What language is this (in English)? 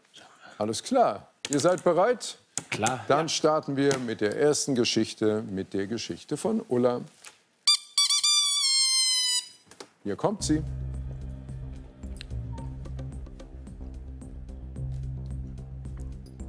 German